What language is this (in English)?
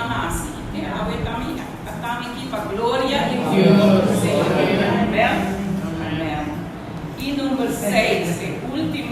Papiamento